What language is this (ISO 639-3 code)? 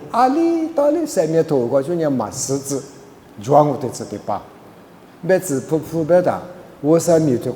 lis